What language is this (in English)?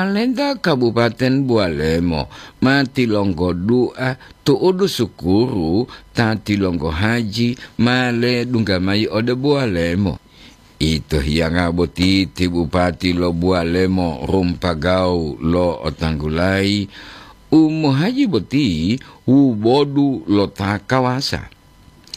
Gorontalo